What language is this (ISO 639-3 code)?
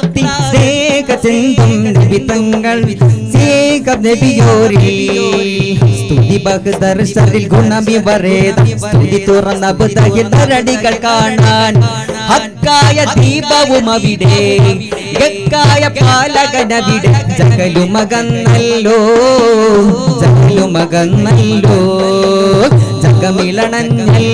mal